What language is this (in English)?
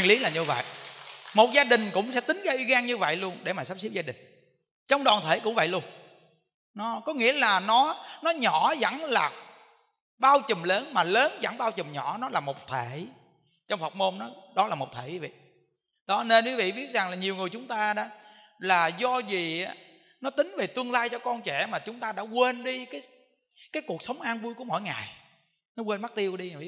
Vietnamese